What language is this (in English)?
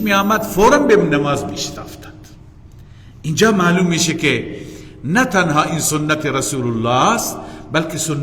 Persian